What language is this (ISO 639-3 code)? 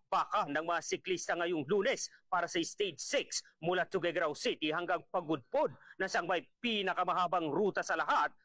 fil